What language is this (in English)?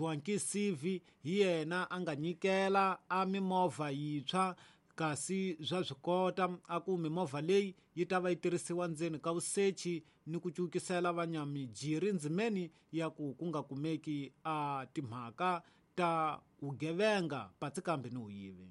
Tsonga